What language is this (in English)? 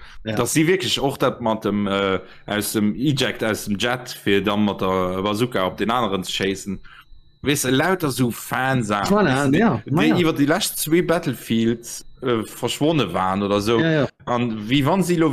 Luxembourgish